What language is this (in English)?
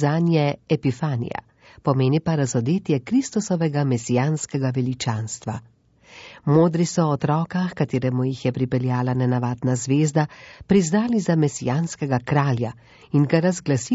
Slovenian